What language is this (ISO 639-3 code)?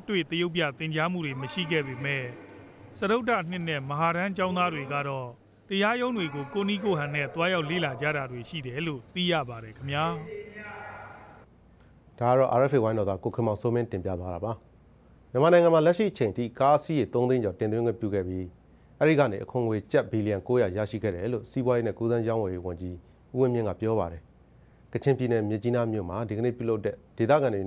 mya